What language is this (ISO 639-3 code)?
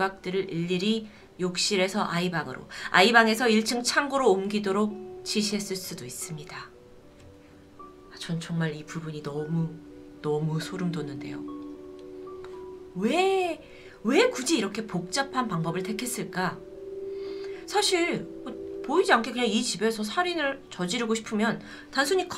kor